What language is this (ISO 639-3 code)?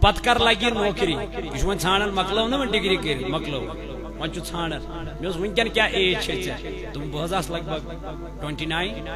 kas